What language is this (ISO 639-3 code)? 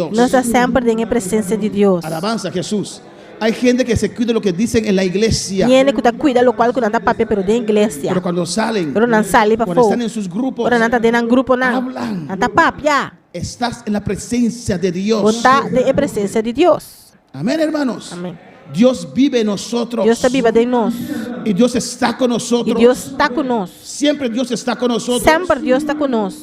pap